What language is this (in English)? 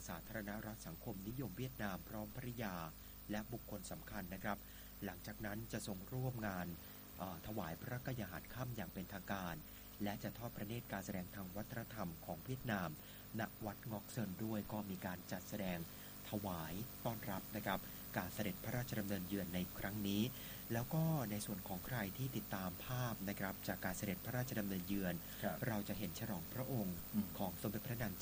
Thai